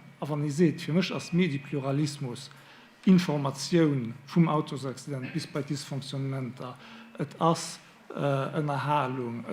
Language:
Luxembourgish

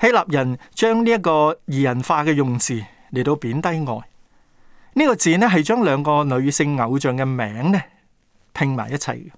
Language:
Cantonese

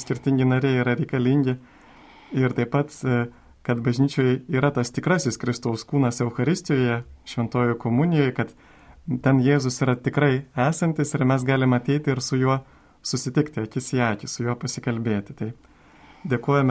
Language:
Lithuanian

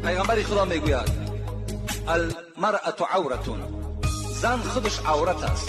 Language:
Tajik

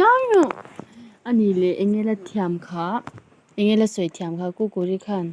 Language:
Mizo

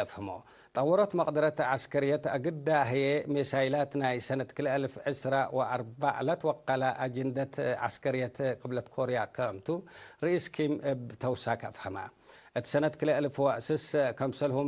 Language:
Tigre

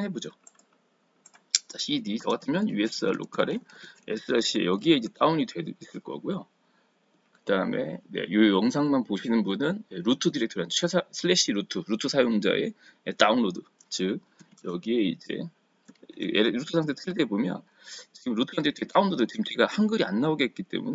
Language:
Korean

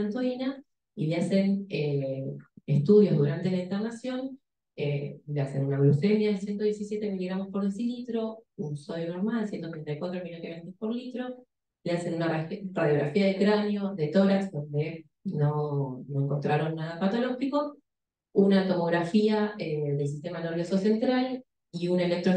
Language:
Spanish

